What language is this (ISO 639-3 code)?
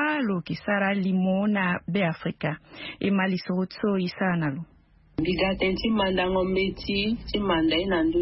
sag